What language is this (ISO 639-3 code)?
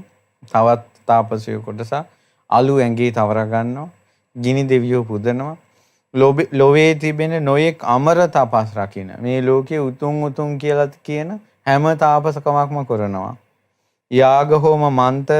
sin